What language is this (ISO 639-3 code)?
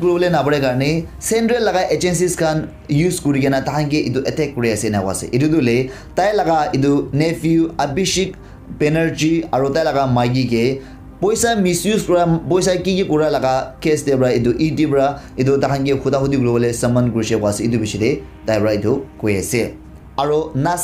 nag